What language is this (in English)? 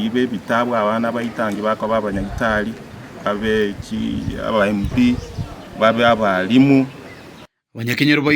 Gusii